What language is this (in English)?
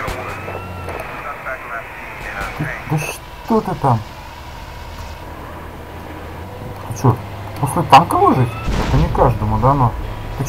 Russian